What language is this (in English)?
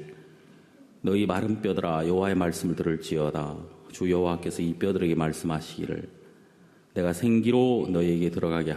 Korean